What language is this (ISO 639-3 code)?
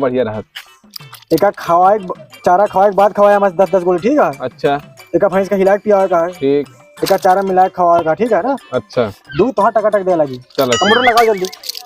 awa